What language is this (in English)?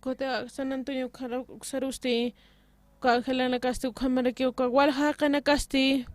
Aymara